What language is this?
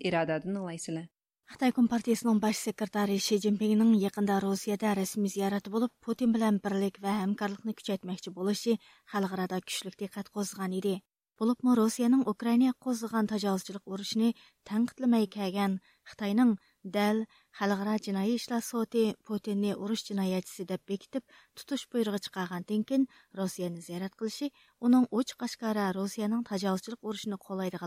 Uyghur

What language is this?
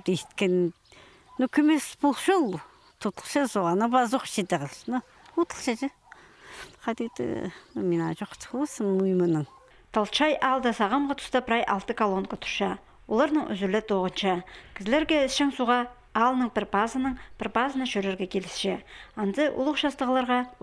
Khakas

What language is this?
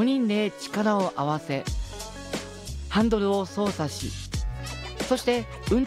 Japanese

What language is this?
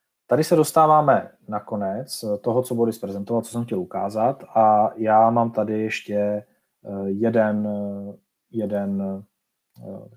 Czech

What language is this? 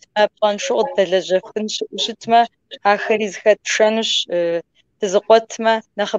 Kabardian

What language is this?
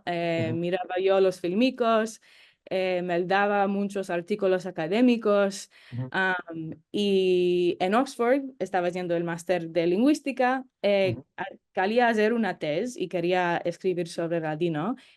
Ladino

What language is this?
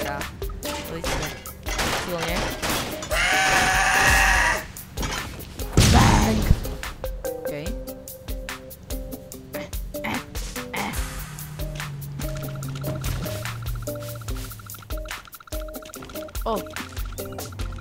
Slovak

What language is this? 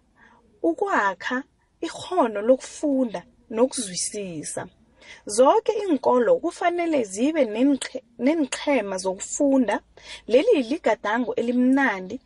South Ndebele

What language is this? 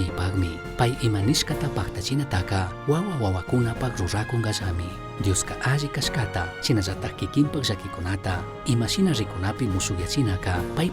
Chimborazo Highland Quichua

